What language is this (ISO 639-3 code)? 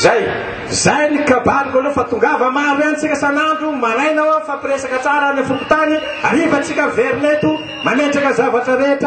mlg